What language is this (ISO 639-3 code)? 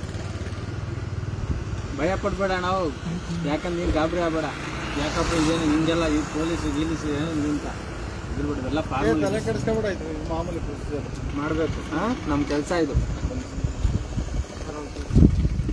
kan